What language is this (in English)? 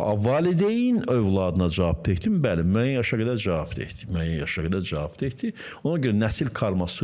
Azerbaijani